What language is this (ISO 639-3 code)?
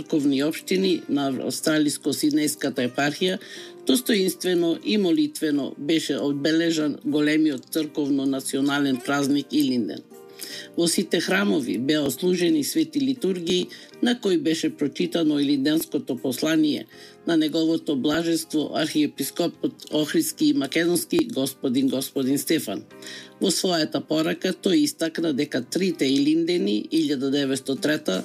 mkd